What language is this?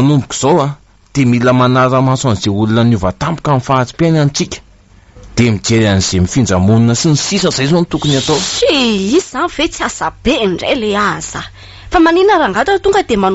Malagasy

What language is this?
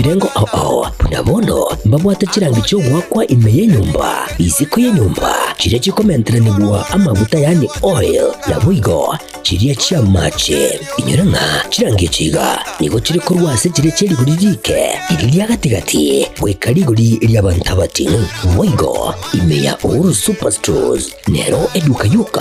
Gusii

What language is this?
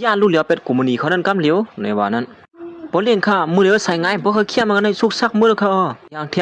Shan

